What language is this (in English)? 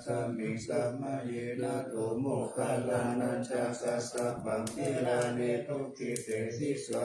Pali